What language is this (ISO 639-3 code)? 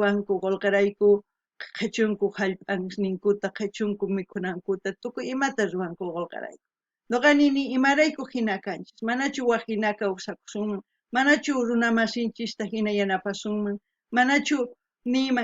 quh